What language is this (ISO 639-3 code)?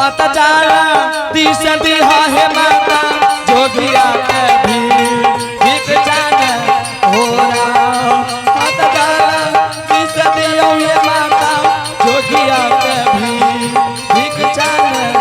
anp